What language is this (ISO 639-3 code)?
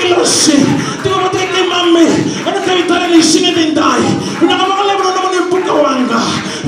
fij